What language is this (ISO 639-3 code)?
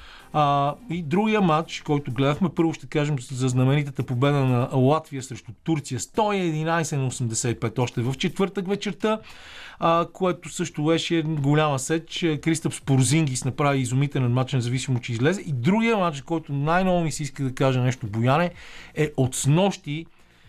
bul